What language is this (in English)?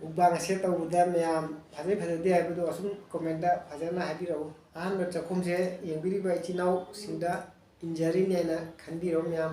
Manipuri